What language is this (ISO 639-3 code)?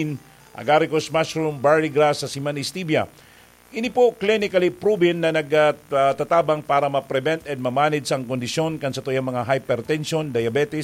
bik